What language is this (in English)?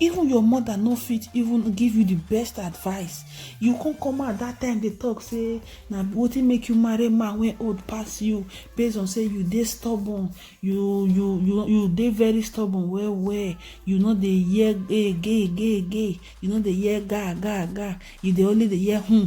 Nigerian Pidgin